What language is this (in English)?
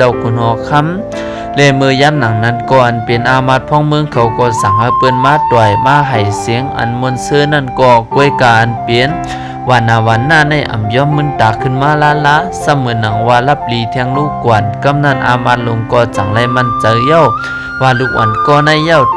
Shan